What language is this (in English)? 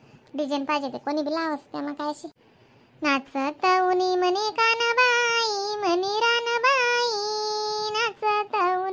Khandesi